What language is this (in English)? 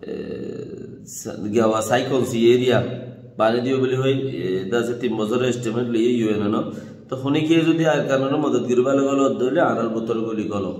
Rohingya